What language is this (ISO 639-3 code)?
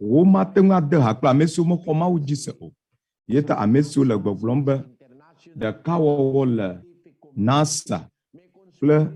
ewe